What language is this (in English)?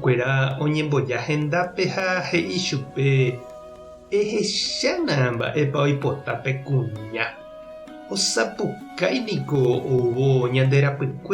Guarani